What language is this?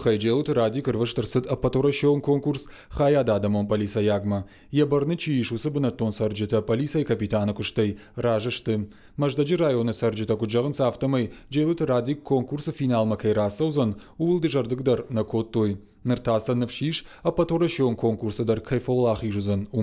Ossetic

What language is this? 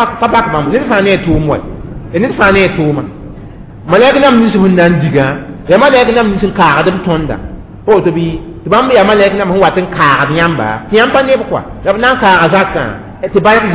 Mossi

